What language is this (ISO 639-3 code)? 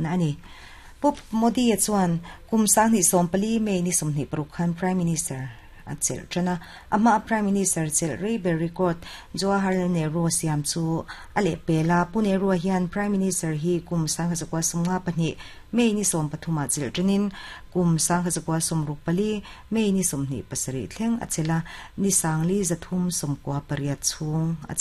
lus